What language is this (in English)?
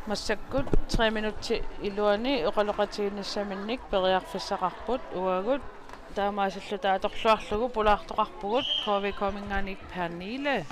Kalaallisut